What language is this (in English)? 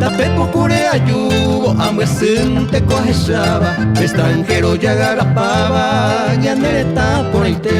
Guarani